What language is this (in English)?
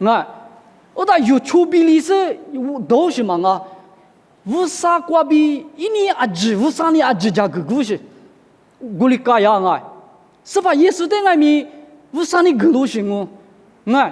Lisu